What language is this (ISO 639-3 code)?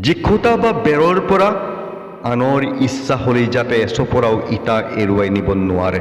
asm